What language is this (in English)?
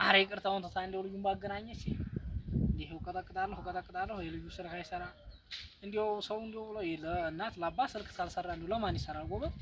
Amharic